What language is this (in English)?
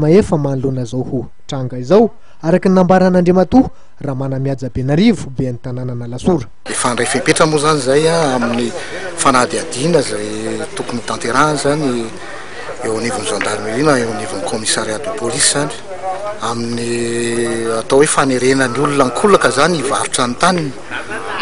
Malagasy